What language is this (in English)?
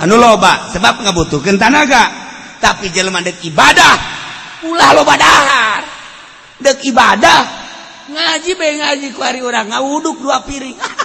Sundanese